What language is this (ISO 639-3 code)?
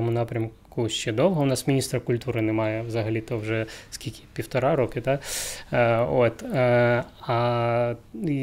ukr